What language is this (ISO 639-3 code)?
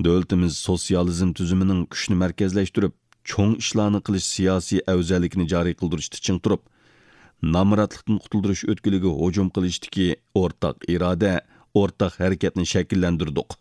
uig